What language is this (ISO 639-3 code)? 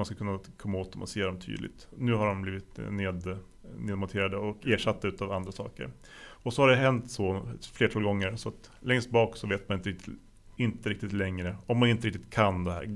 swe